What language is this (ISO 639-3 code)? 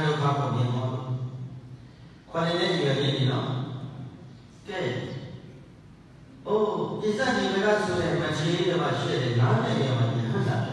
mya